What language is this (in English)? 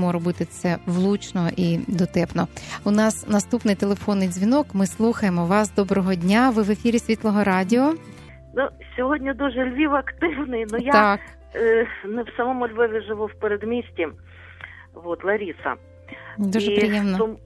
Ukrainian